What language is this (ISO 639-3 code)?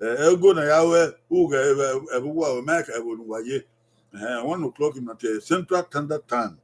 bin